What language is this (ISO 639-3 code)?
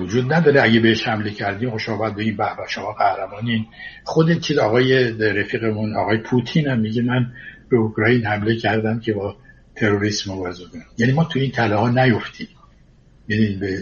fas